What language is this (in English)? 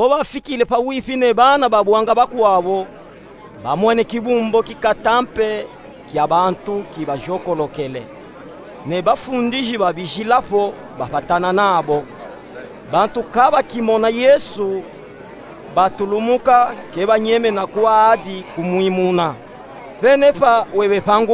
Luba-Katanga